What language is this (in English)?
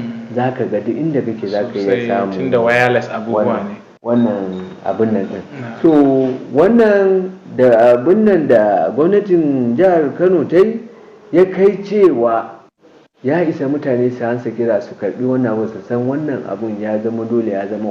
Hausa